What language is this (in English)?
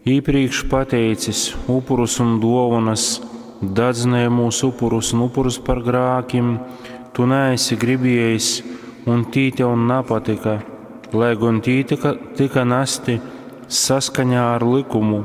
Latgalian